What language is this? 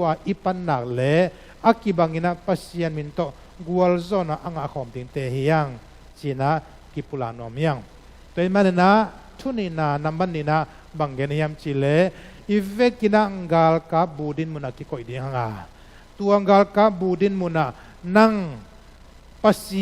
Tedim Chin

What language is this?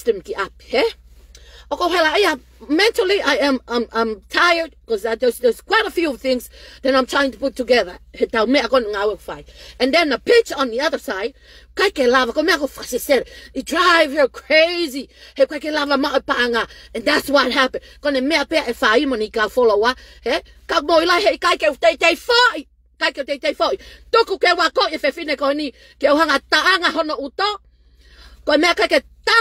Tongan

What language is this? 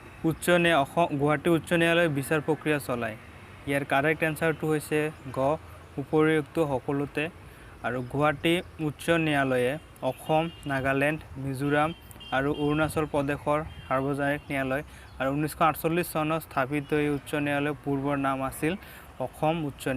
Assamese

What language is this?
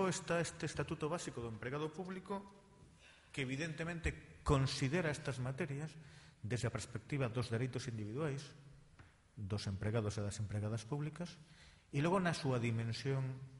Galician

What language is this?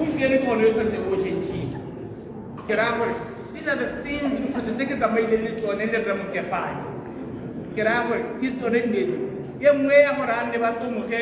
Tswana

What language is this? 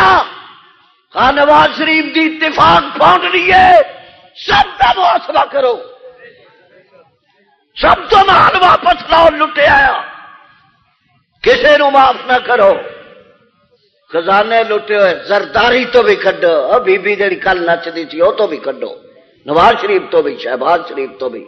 Western Panjabi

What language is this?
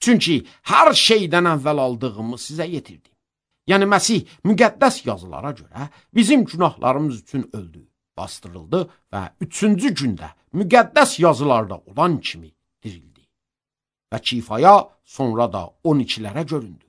Azerbaijani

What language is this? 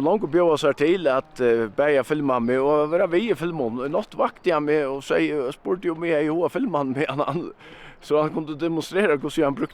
Faroese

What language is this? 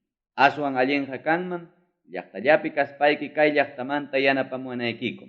Ayacucho Quechua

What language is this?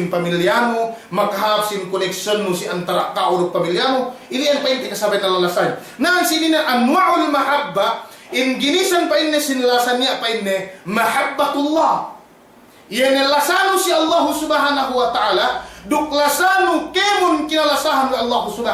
Yakan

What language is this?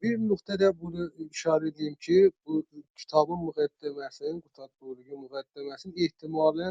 South Azerbaijani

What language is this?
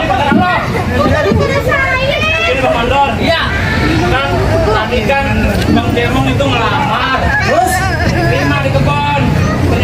Betawi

